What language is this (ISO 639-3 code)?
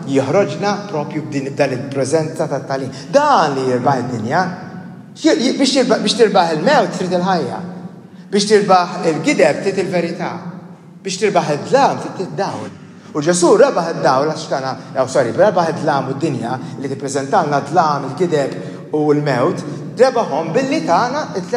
mlt